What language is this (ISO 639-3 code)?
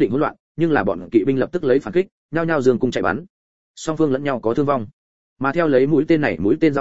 vie